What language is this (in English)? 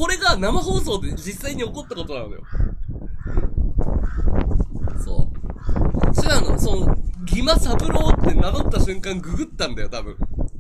Japanese